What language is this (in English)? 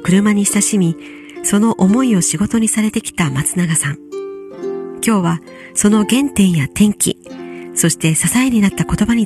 Japanese